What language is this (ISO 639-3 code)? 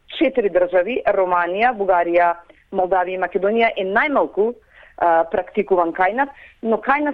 mkd